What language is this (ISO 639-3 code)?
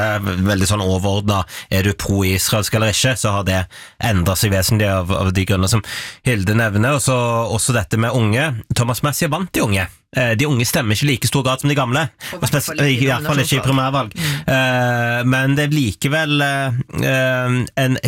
nor